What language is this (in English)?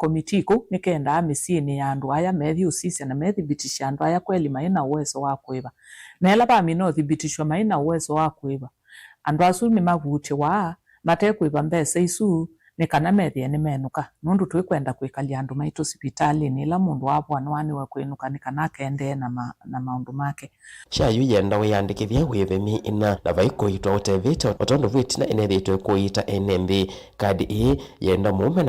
Kamba